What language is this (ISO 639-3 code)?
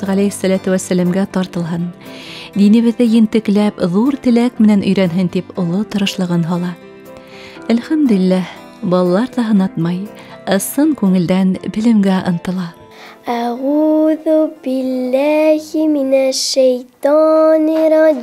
bak